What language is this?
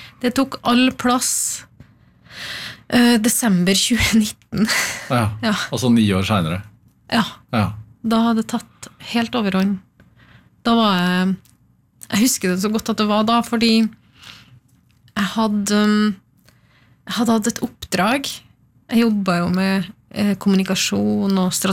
Norwegian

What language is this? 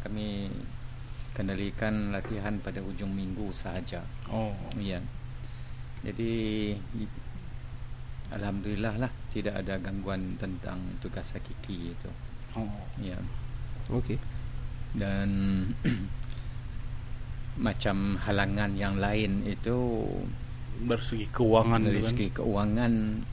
Malay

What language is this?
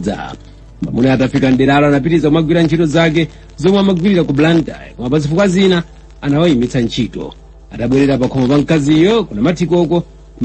Nyanja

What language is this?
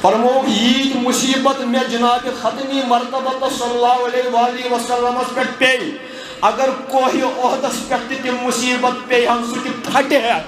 Kashmiri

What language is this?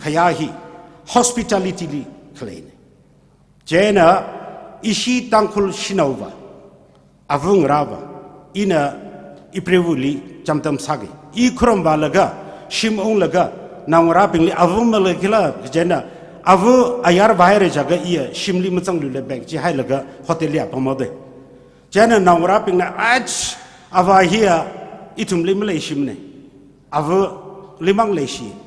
Tangkhul Naga (India)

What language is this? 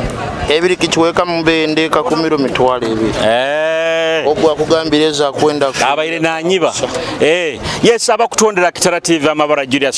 Nyoro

